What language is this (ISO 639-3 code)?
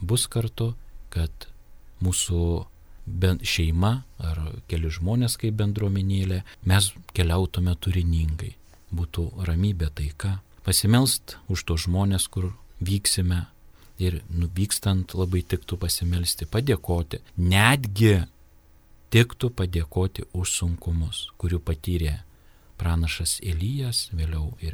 lit